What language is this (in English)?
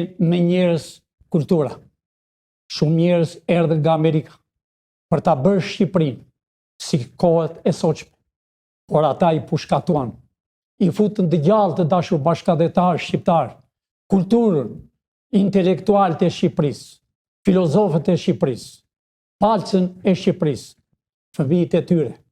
Albanian